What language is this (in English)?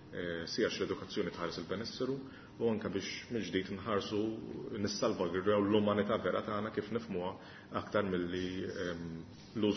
Maltese